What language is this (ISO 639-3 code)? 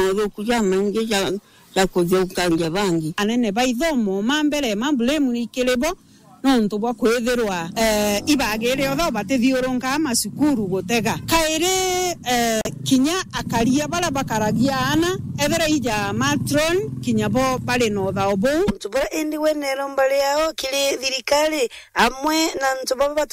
mer